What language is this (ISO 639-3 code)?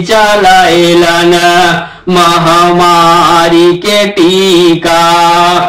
bho